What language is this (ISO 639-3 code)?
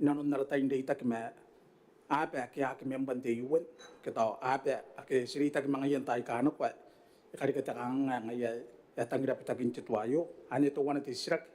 gil